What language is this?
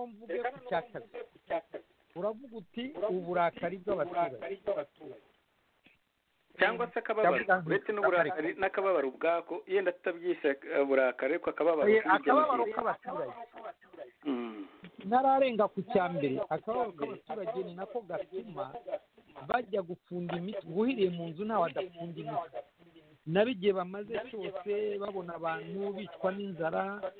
Kinyarwanda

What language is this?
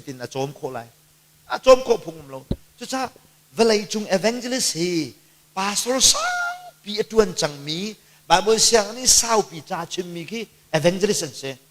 Hakha Chin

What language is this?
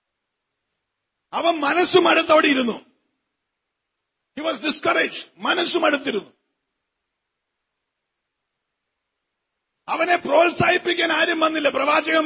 Malayalam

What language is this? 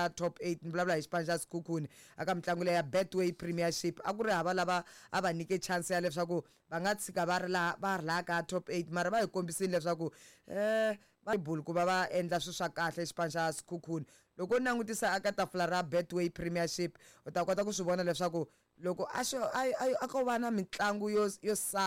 Tsonga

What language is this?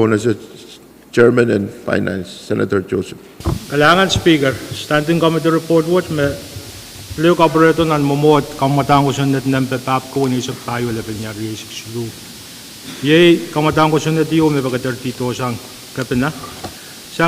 Pohnpeian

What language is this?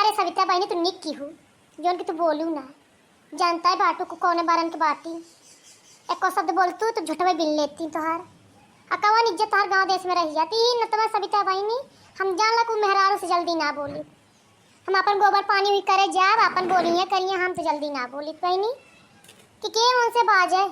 Bhojpuri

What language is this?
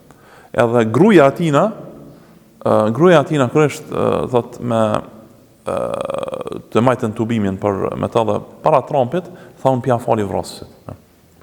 Albanian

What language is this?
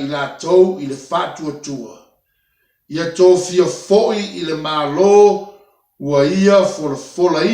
Samoan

